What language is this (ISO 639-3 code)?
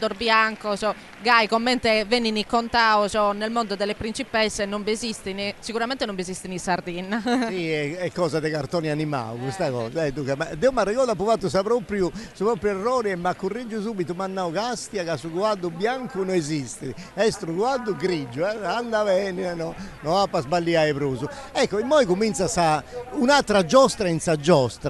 srd